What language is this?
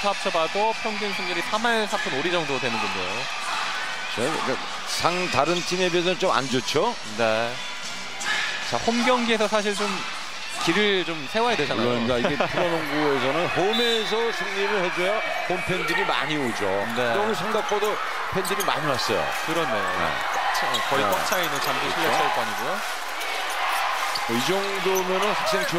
Korean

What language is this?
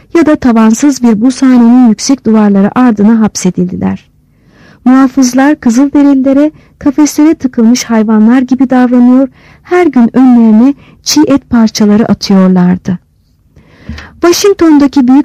Turkish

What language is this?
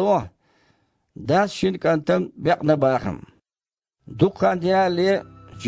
Chechen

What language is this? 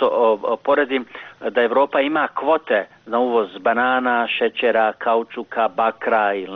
Bosnian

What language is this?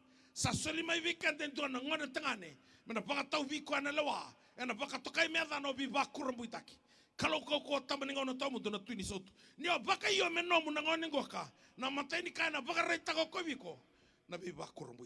Fijian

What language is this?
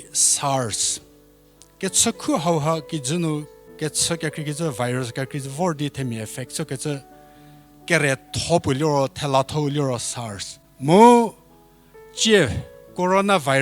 Angami Naga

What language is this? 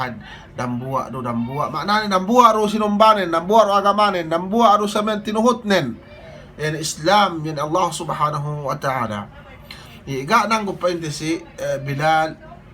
Yakan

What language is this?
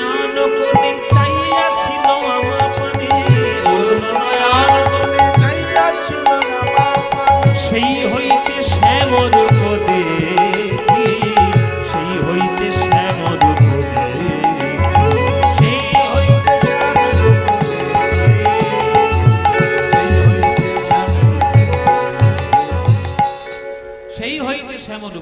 Bangla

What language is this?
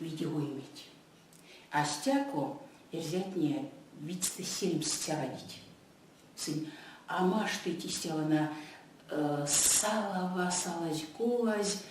Erzya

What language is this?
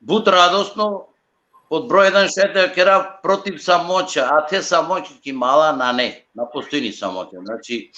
Balkan Romani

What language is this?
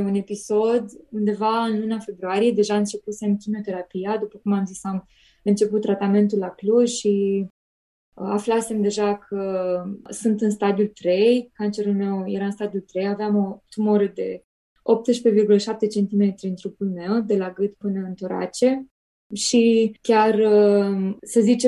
Romanian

